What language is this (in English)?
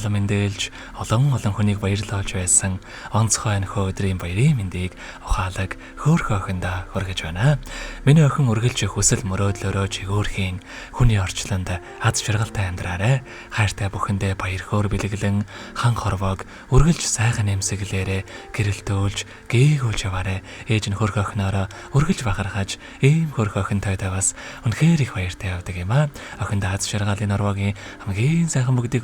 Mongolian